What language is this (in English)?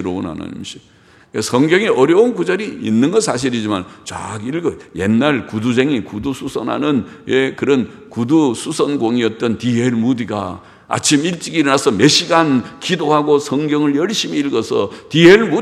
Korean